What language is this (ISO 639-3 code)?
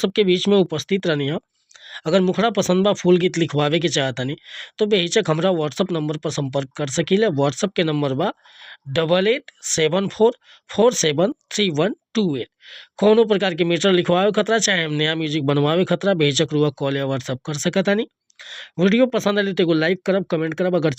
bho